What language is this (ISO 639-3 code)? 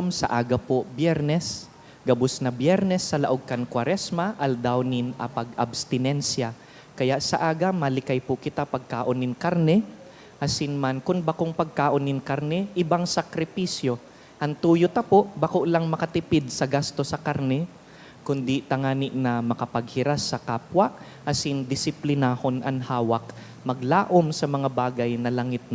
bik